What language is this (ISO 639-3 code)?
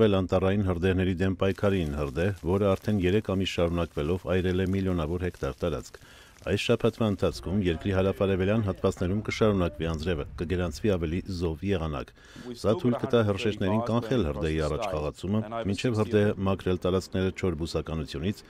hye